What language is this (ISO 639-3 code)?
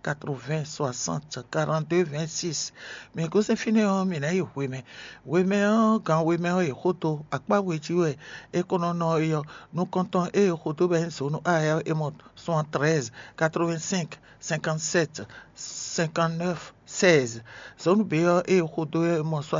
fon